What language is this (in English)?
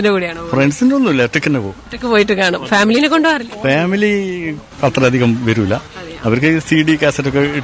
Malayalam